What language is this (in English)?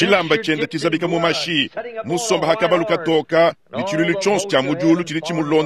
Luba-Lulua